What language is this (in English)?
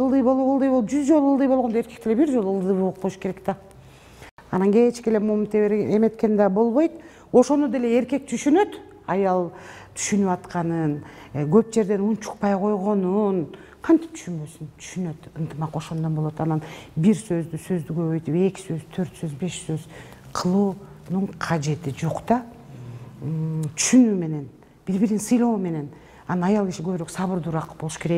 Kyrgyz